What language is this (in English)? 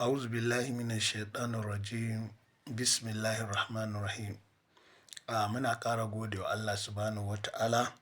Hausa